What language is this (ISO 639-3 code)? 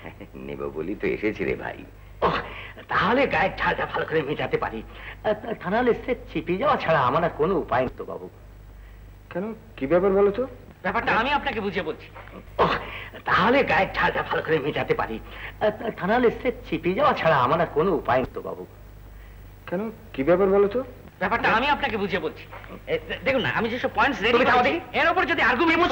ben